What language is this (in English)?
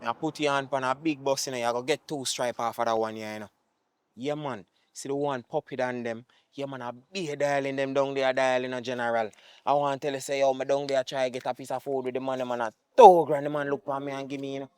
Jamaican Creole English